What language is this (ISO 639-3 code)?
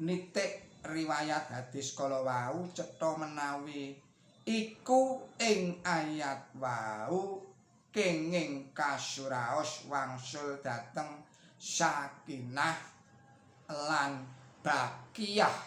jav